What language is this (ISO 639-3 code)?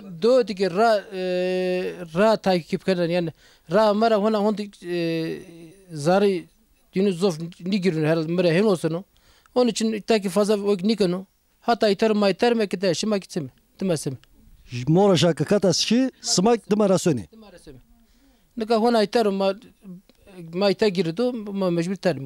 zza